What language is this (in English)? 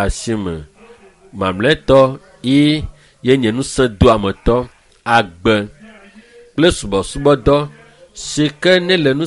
Ewe